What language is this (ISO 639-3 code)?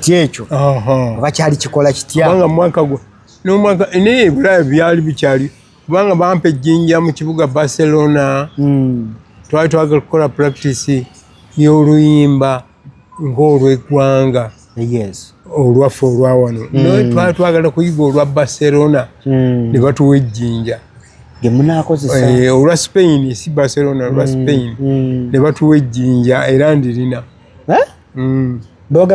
lug